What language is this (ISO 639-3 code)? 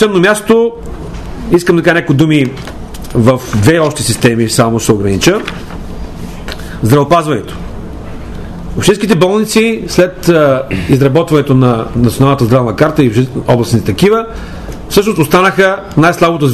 bul